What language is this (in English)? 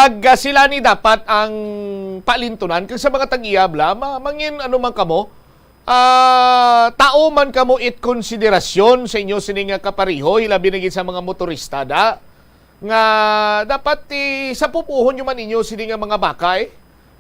Hiligaynon